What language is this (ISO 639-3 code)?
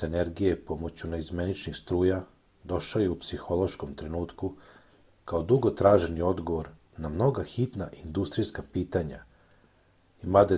srp